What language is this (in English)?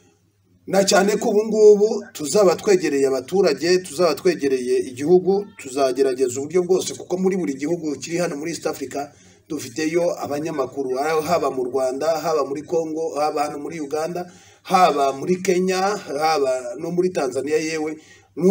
Kinyarwanda